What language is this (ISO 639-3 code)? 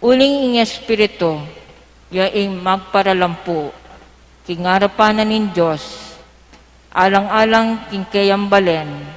pam